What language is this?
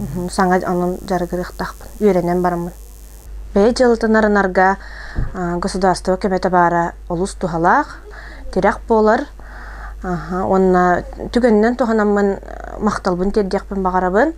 Yakut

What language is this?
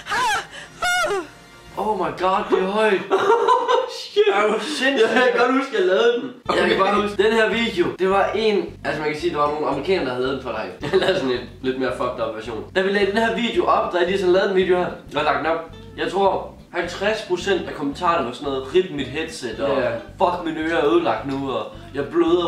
Danish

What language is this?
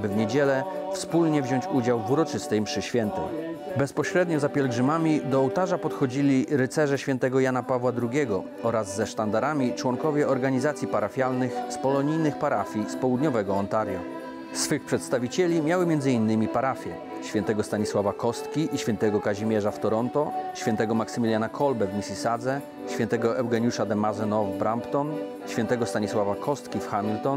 Polish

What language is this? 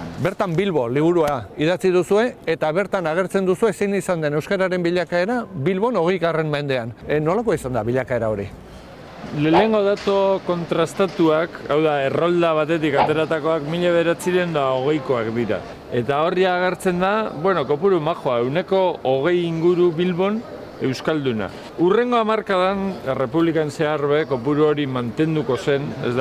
Basque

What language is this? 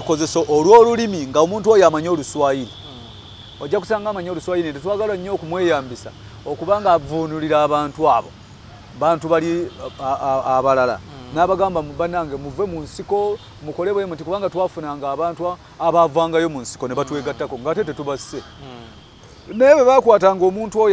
Ganda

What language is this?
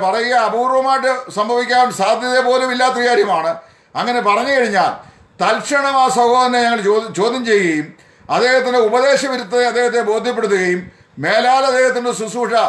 Malayalam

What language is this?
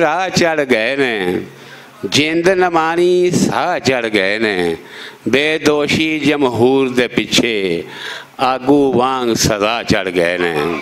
Western Panjabi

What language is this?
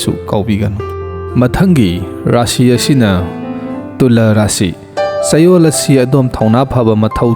Manipuri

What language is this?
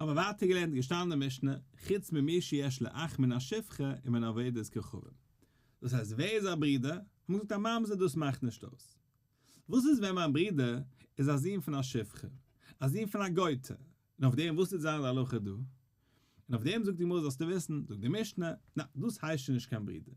Yiddish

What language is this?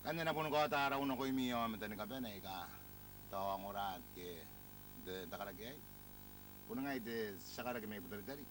Gilbertese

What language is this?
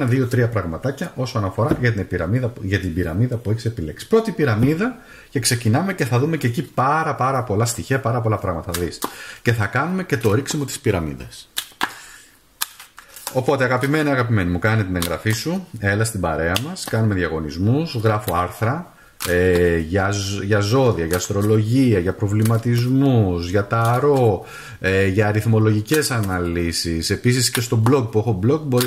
Greek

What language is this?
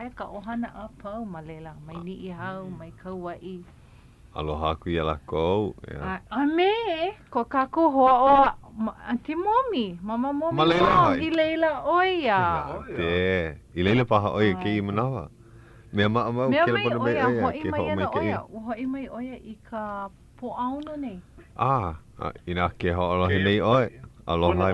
Hawaiian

